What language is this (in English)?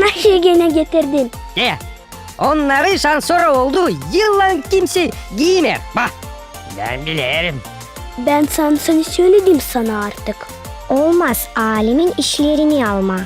Gagauz